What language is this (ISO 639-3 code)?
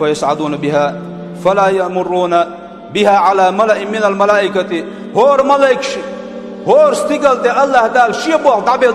che